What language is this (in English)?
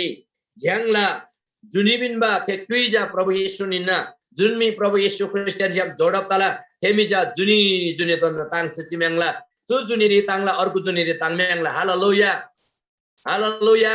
Eastern Tamang